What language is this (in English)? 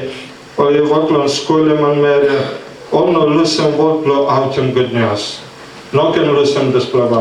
Tok Pisin